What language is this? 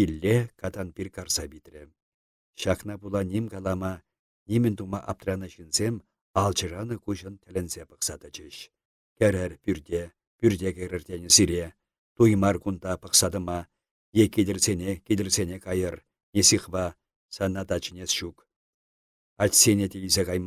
Chuvash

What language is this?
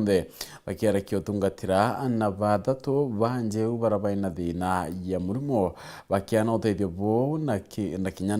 Meru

